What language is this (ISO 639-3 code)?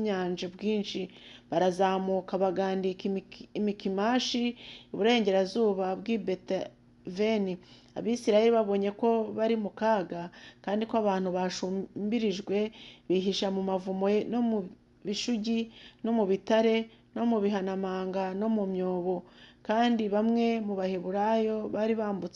kin